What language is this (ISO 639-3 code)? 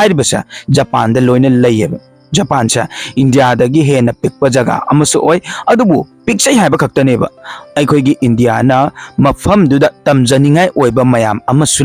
mni